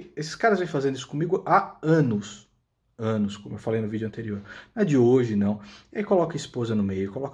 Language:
Portuguese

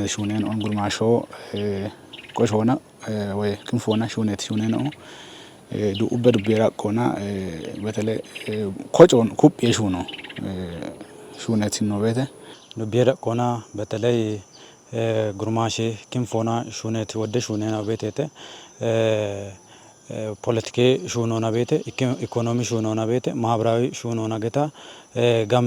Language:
Kafa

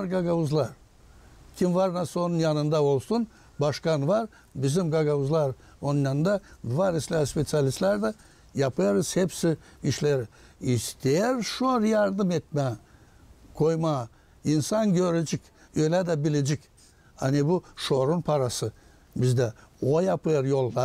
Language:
Gagauz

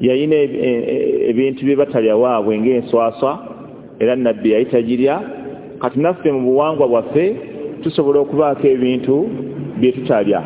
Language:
Ganda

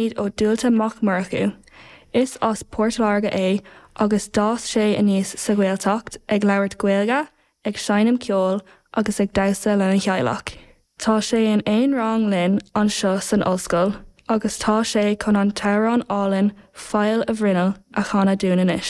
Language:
Irish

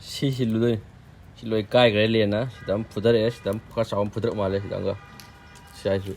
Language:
Manipuri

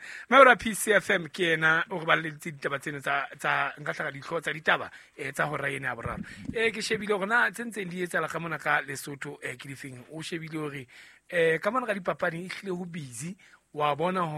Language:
Southern Sotho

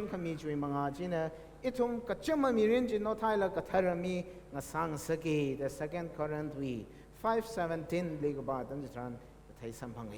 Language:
Tangkhul Naga (India)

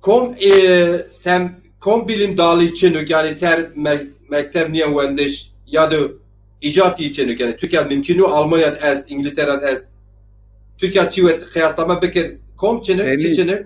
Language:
Zaza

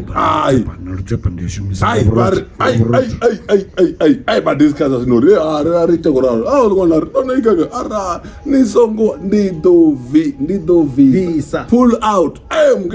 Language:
Venda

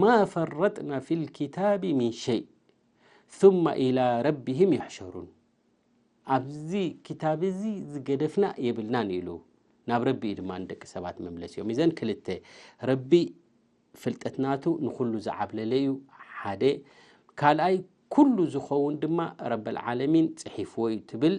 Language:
Tigrinya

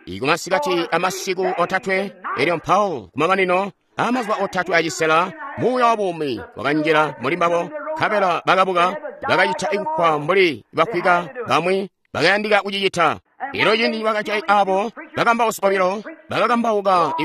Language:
Tonga (Zambia)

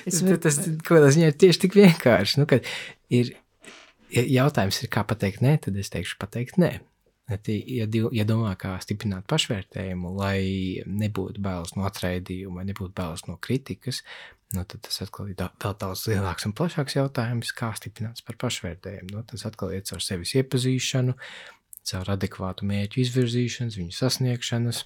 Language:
Latvian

